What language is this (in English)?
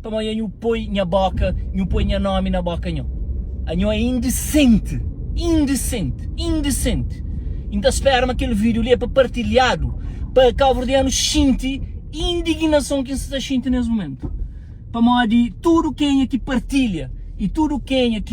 Kabuverdianu